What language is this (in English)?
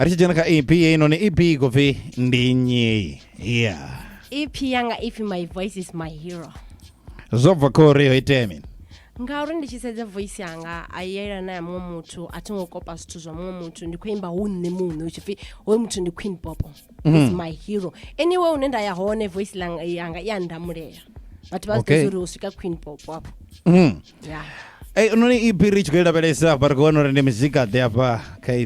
Venda